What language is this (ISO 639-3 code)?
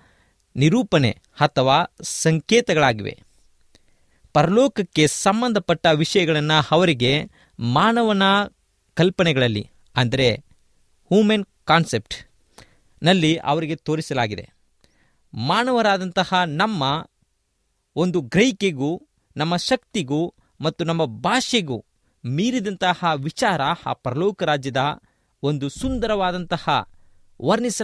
kan